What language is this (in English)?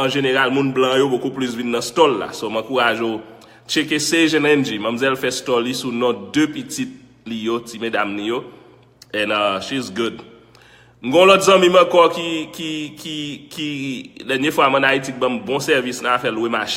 Haitian Creole